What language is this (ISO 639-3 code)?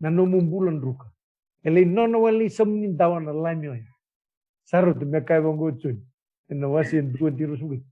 fij